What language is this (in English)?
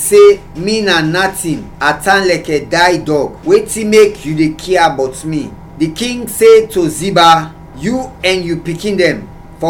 Krio